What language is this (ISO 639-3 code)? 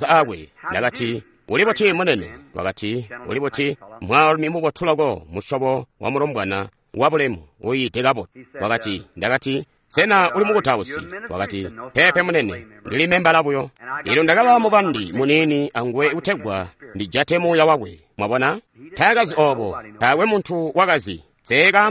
toi